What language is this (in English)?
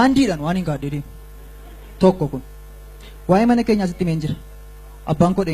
Oromo